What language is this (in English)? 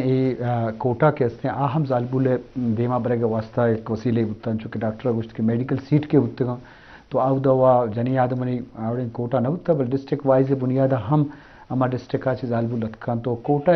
Eastern Balochi